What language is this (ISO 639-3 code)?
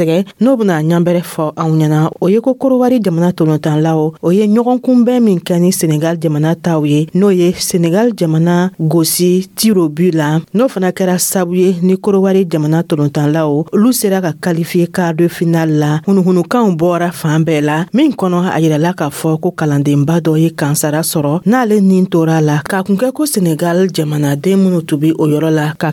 dyu